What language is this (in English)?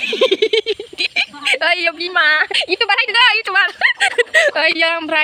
Bodo